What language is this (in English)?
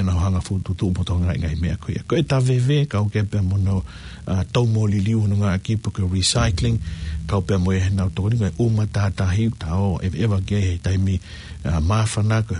Tongan